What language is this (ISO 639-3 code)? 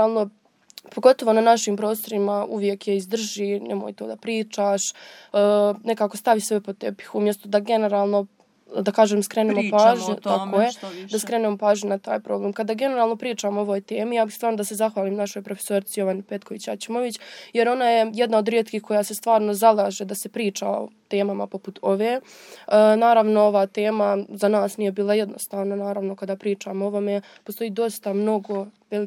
srp